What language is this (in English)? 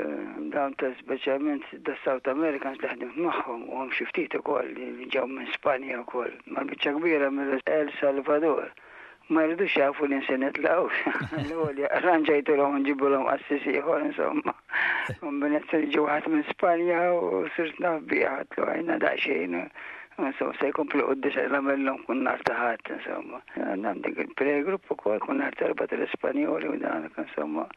Maltese